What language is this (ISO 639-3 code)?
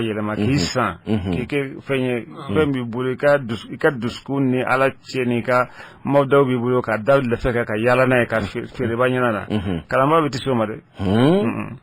bam